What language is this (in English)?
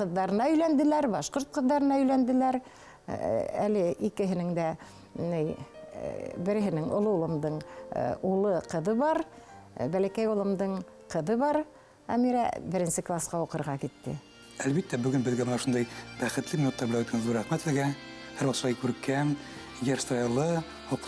Bashkir